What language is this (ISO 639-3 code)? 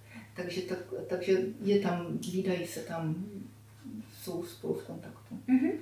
ces